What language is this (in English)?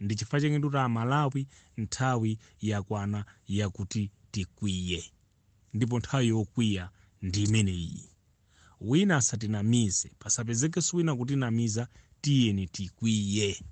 Nyanja